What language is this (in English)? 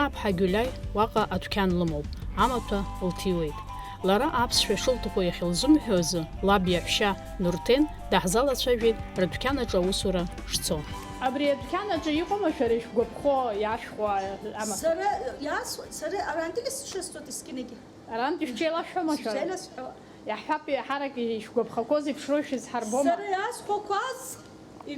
Abkhazian